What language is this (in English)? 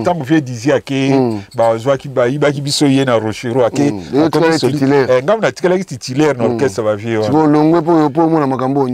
Lingala